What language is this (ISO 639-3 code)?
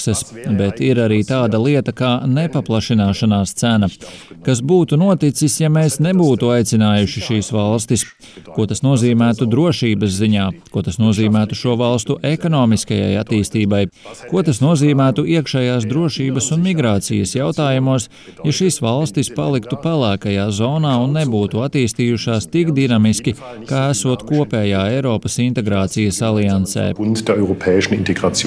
lav